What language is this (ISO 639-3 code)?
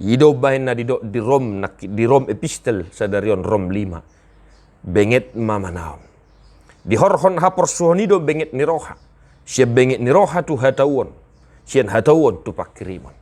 bbc